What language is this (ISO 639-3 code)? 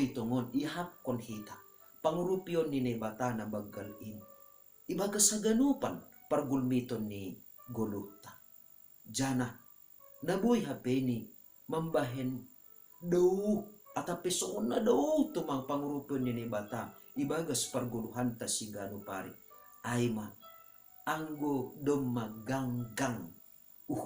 bts